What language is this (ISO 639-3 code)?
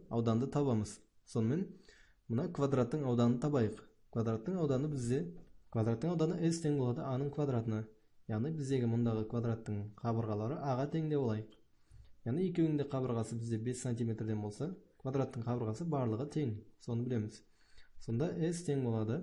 kaz